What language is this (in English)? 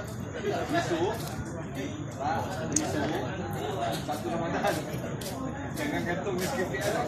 Malay